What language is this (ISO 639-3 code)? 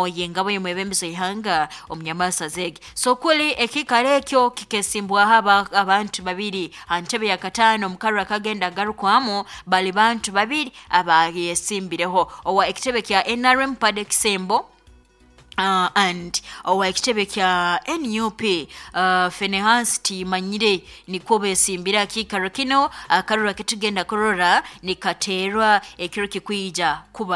nyo